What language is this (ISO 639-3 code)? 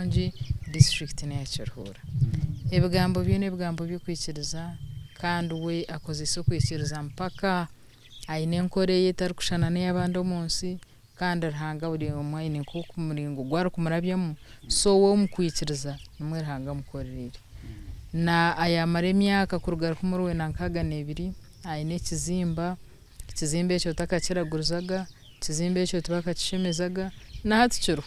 nyn